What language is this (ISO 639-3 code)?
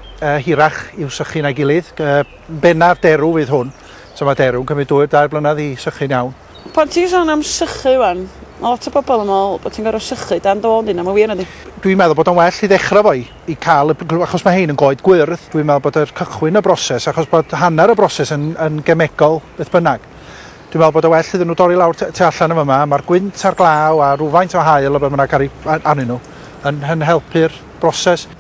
cym